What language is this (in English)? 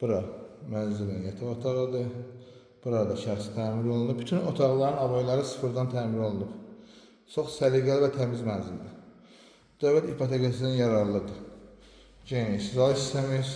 Azerbaijani